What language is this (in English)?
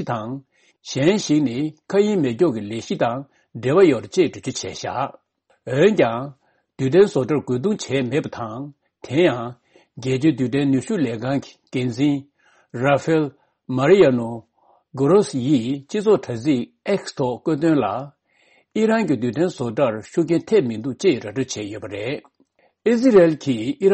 Tibetan